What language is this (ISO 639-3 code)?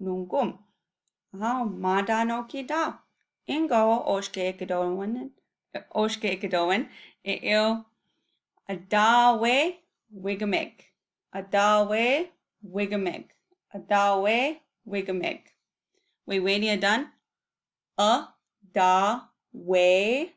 ciw